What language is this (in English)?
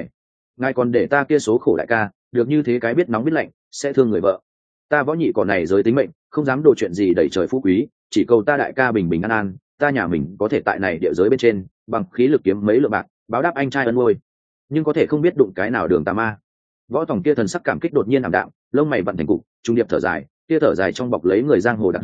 Vietnamese